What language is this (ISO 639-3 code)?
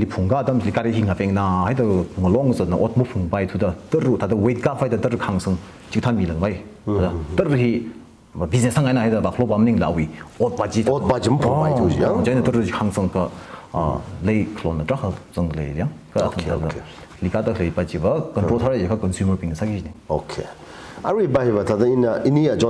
nmf